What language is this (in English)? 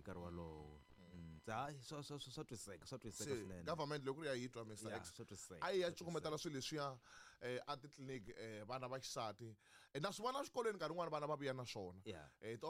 Tsonga